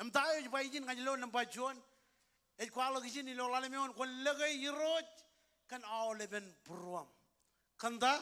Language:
Marshallese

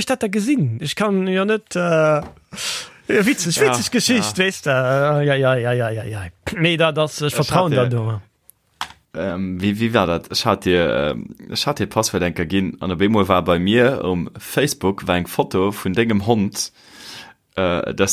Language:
Luxembourgish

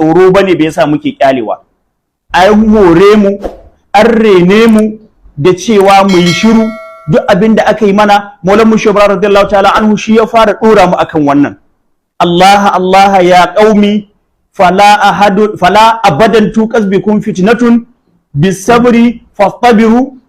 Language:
Hausa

